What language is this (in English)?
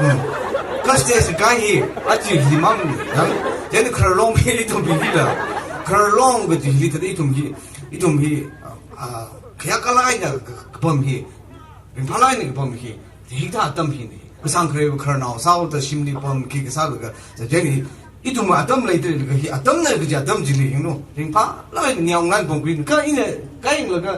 Tangkhul Naga (India)